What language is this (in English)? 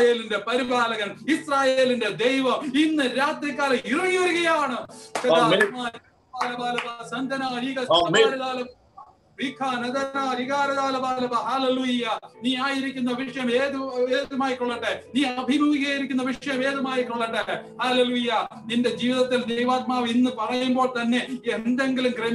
Malayalam